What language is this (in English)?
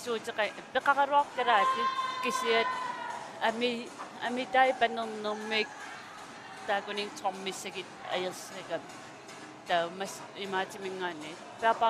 Kalaallisut